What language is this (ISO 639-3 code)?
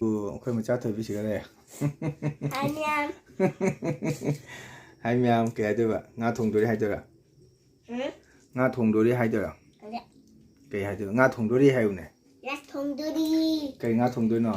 mni